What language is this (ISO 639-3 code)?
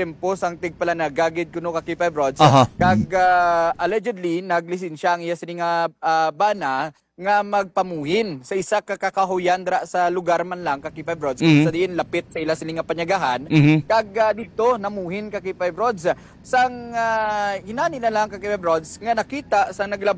hil